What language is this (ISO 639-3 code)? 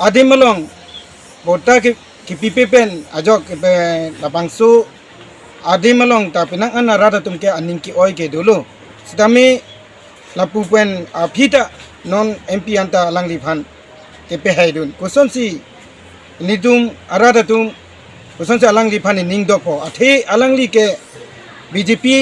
mjw